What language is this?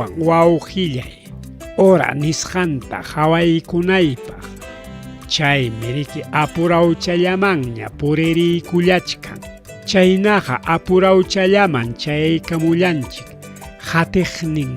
Ayacucho Quechua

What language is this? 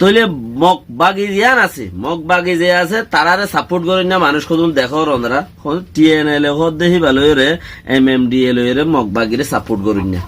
Rohingya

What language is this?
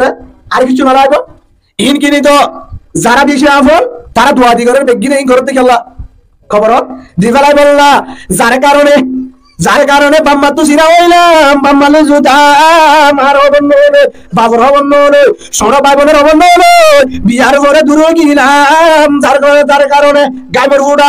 Rohingya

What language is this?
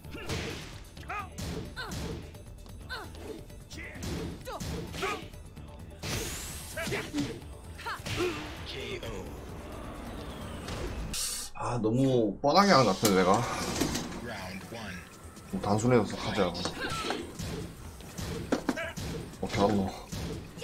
Korean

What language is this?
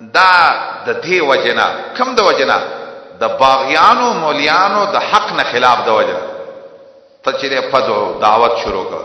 Pashto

